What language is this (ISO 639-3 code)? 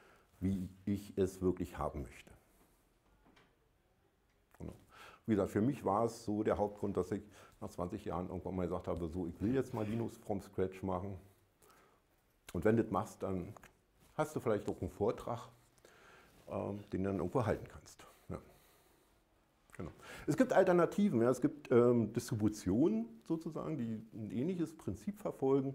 deu